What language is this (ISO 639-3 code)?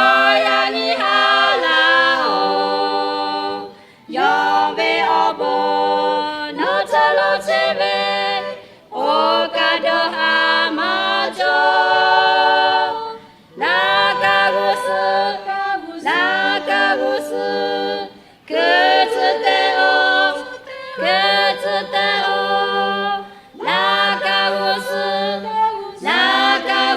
lhu